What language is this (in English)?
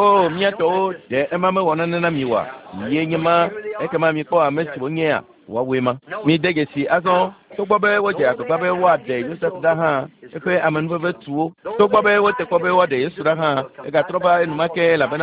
Ewe